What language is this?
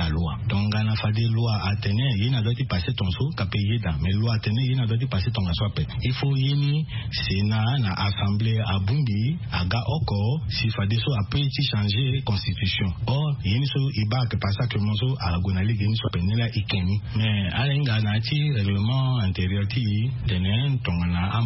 Sango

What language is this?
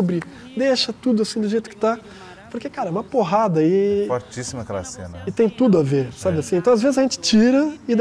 Portuguese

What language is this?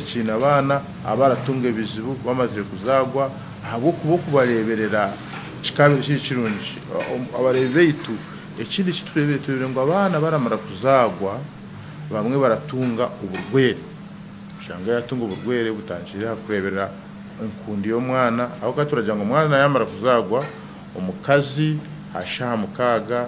Nyankole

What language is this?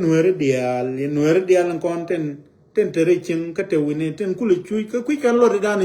Nuer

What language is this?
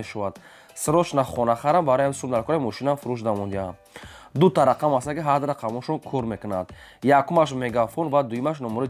Tajik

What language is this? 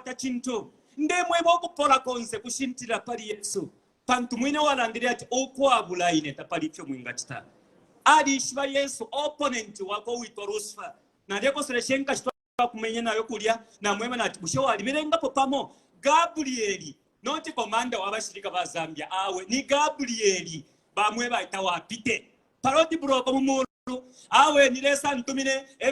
Bemba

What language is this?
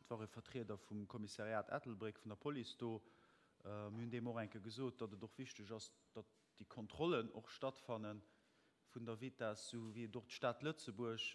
Luxembourgish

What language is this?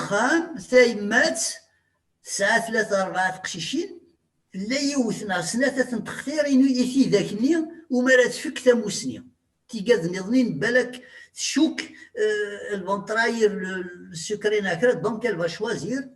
Kabyle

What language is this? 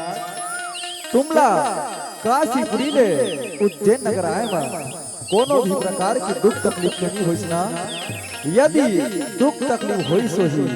Chhattisgarhi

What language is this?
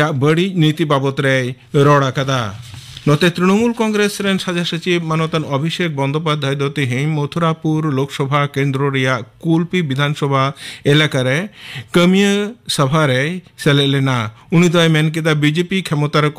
Santali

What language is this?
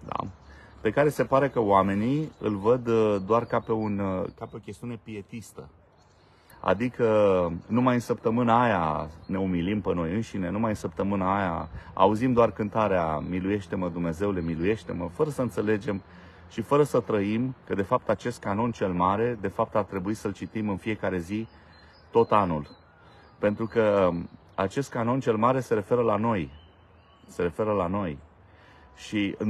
Romanian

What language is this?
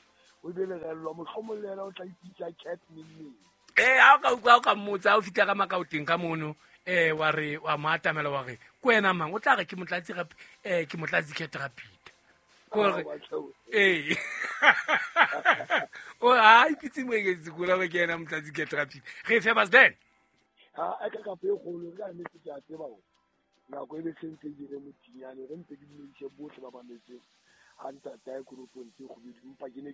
Southern Sotho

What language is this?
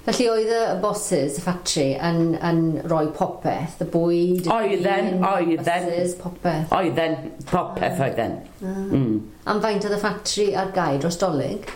Welsh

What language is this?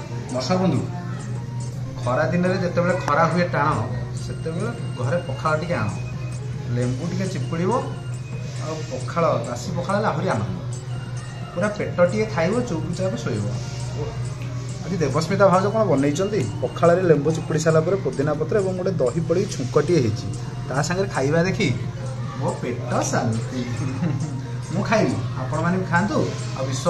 Odia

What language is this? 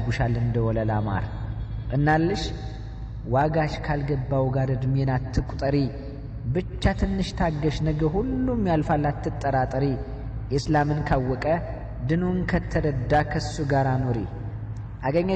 Amharic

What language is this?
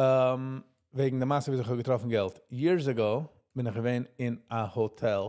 Yiddish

